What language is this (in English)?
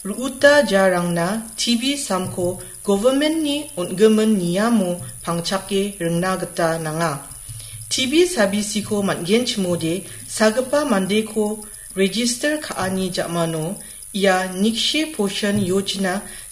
Garo